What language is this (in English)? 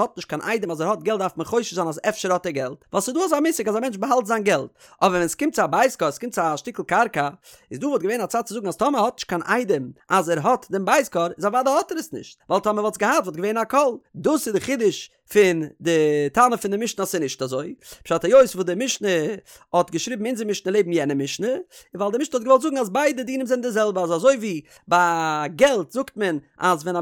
Yiddish